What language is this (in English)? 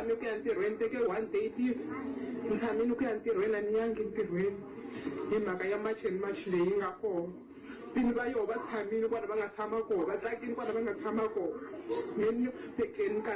Tsonga